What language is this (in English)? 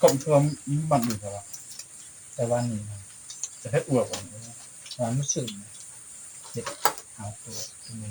Northeastern Thai